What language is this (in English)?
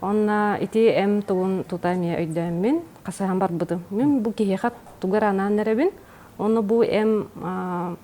Yakut